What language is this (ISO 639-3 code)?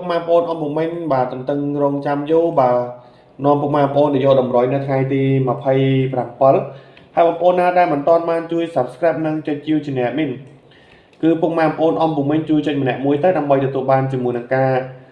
khm